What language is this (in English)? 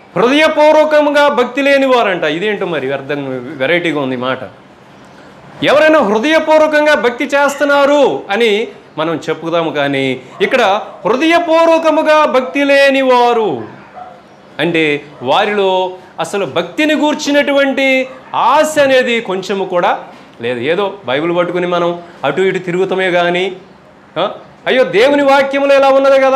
Telugu